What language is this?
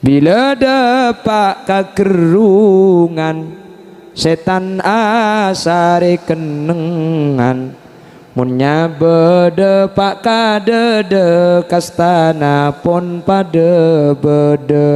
Madurese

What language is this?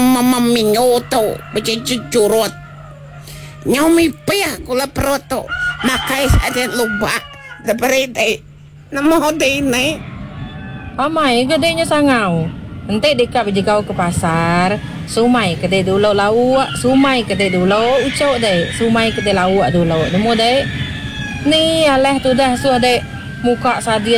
Iban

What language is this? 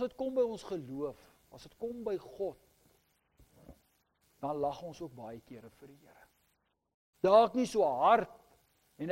Afrikaans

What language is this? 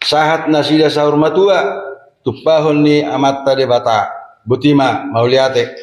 Batak Toba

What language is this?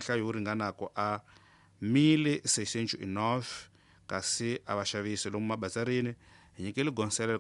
Tsonga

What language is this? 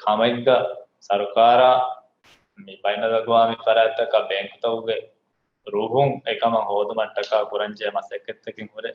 Divehi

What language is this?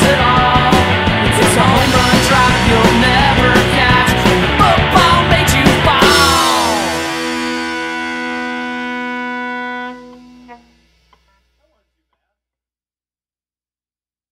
English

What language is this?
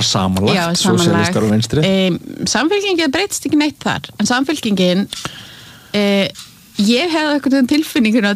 Icelandic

